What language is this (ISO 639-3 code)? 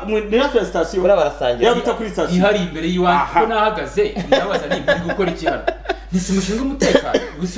kin